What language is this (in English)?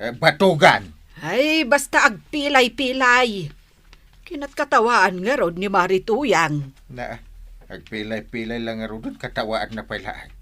Iloko